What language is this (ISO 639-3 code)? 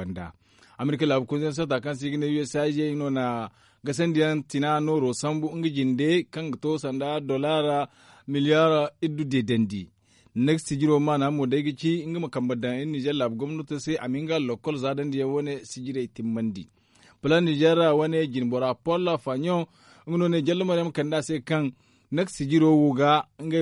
dje